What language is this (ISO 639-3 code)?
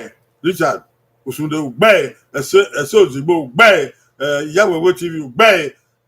bin